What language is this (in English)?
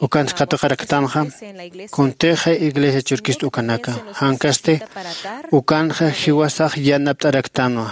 Aymara